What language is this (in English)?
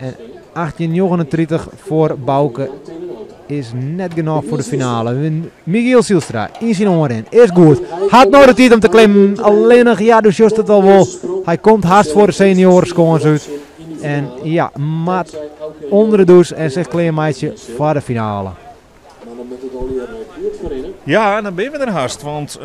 Western Frisian